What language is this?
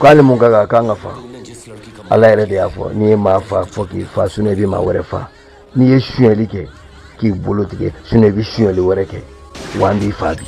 Bambara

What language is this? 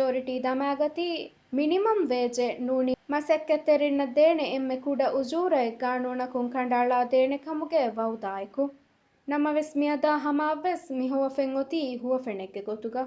Divehi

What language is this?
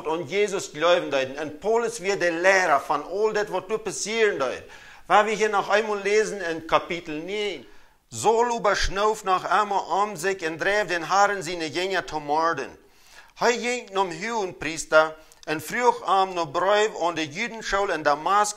Plautdietsch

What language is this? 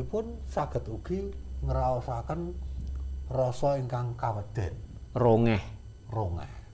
Javanese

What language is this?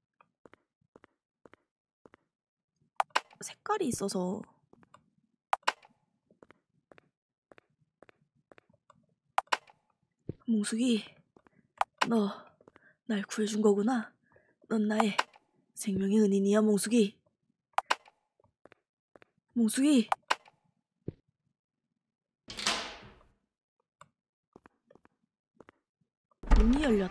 Korean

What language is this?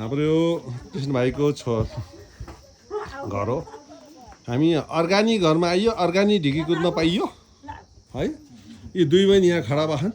Nepali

